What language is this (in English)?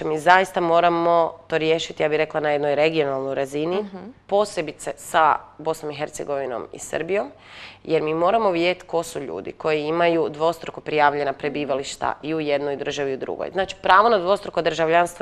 Croatian